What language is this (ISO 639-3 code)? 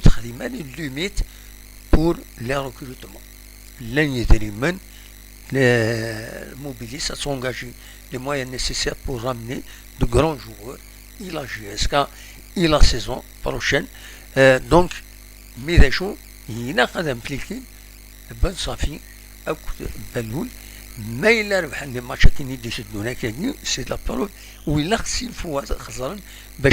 kab